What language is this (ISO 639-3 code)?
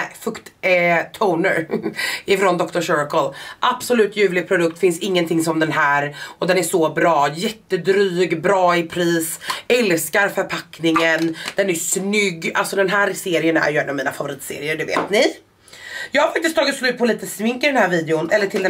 swe